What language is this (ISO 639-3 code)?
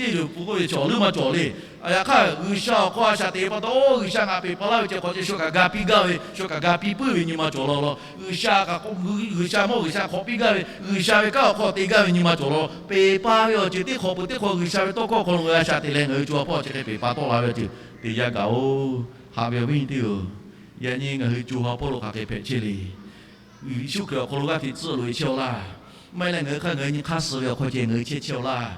lhu